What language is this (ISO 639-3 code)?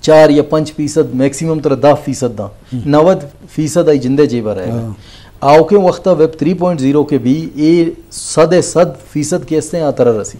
bgp